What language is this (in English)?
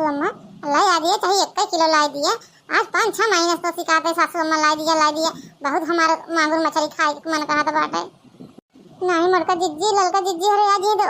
Awadhi